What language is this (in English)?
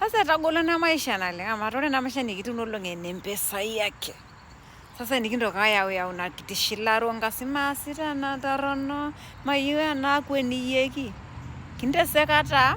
Masai